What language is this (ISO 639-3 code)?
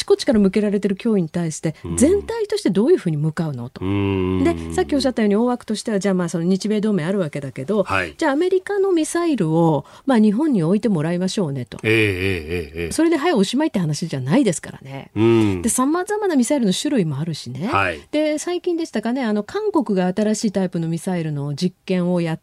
jpn